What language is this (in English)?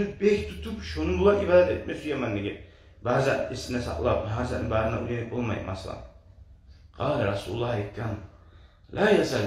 Kumyk